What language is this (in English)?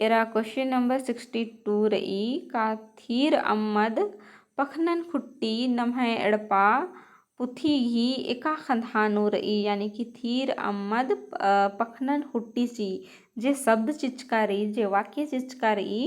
Kurukh